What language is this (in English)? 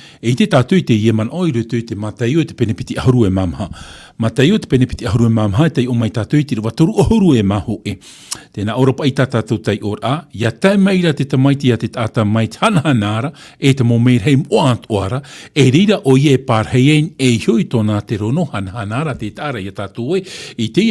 Tahitian